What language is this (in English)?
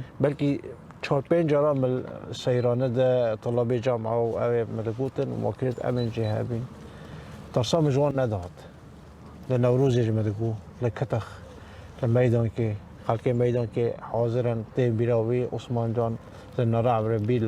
Kurdish